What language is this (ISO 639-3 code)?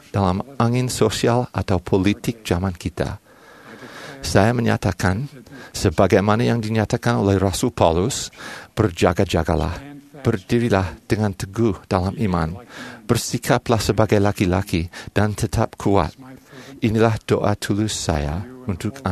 ind